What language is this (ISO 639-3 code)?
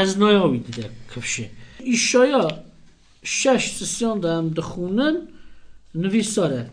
kur